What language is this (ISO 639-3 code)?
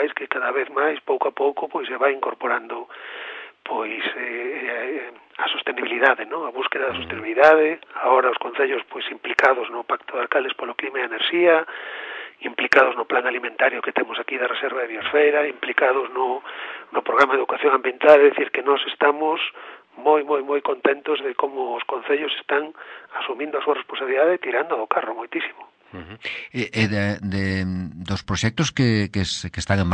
glg